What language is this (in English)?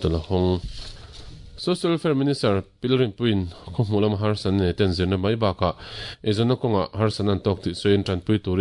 Mizo